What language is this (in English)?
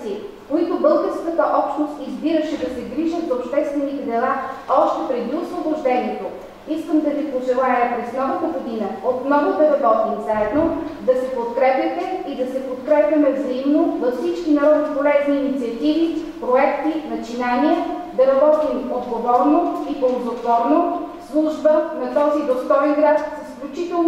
Bulgarian